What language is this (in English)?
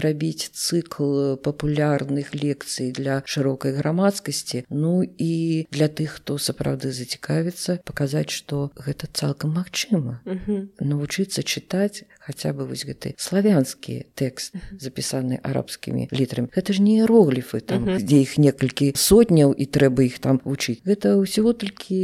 Belarusian